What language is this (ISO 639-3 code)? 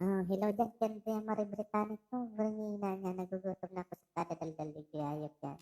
bik